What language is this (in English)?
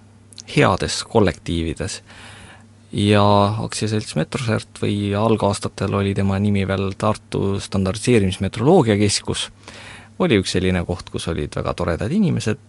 Estonian